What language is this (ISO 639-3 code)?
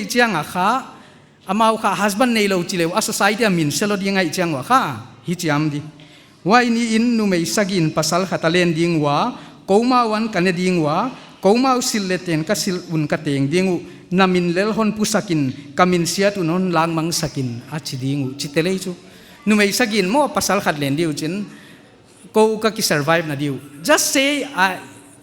pck